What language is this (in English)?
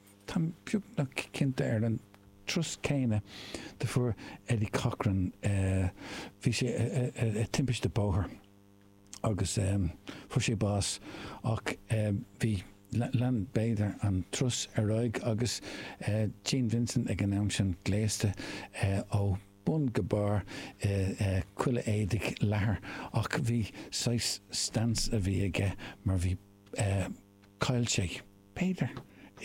Irish